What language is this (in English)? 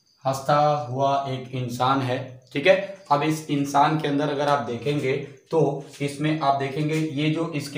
Hindi